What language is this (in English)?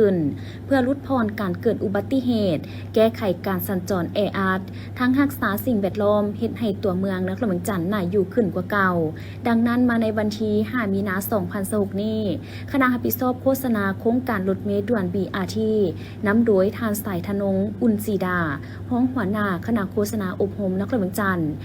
Lao